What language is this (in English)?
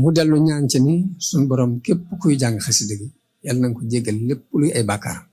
Wolof